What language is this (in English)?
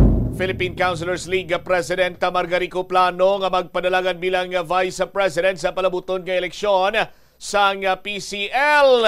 Hiligaynon